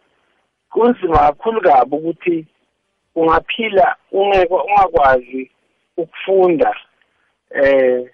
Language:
South Ndebele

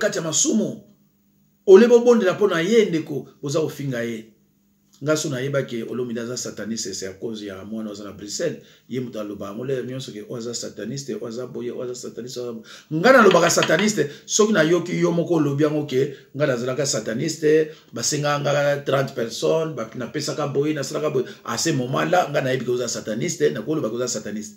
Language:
Lingala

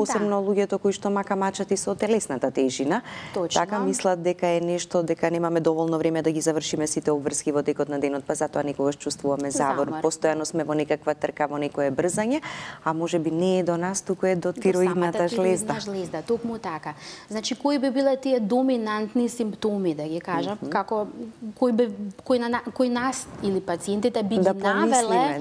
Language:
Macedonian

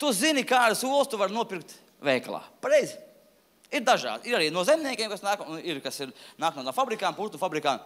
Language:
Latvian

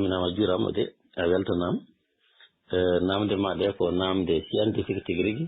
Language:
Fula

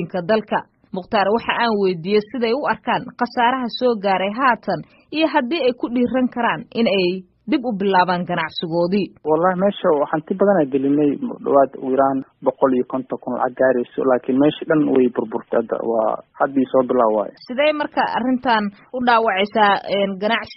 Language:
Somali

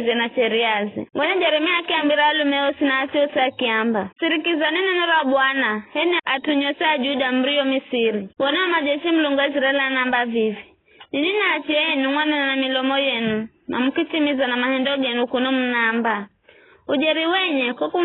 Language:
Giryama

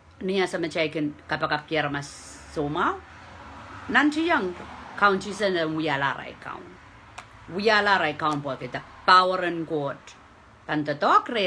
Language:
Pohnpeian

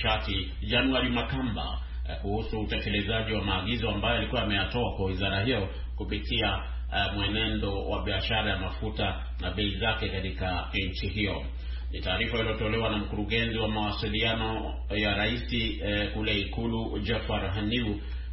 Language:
Swahili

